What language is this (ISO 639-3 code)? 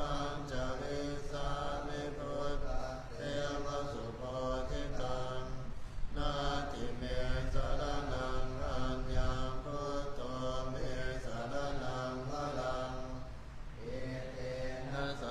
pli